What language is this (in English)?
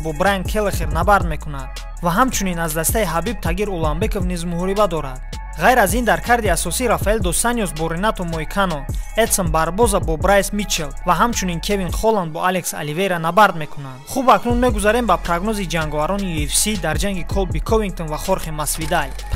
Tajik